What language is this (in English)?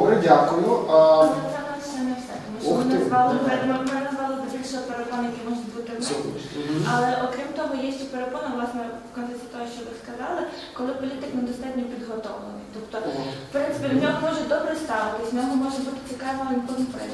Ukrainian